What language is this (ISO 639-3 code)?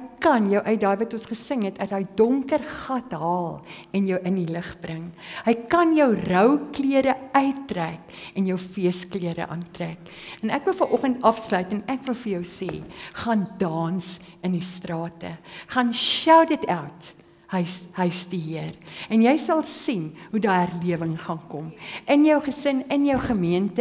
afr